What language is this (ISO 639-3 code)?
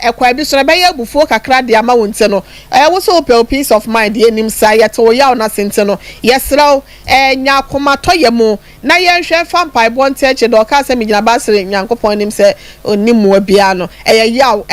aka